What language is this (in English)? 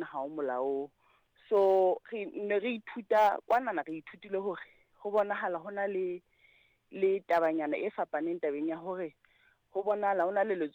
Southern Sotho